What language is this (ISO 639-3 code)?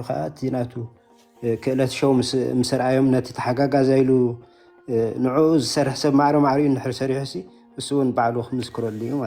tir